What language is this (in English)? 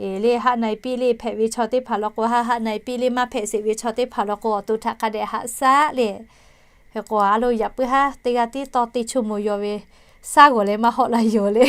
Lahu